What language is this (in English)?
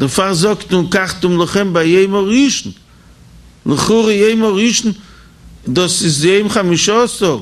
Yiddish